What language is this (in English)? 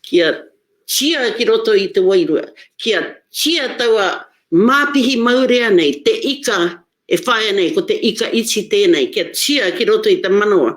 Māori